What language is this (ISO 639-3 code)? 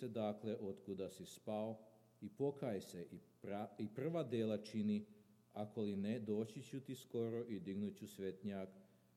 srp